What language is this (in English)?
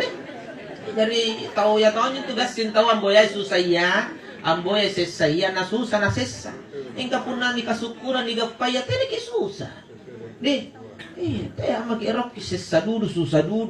Makasar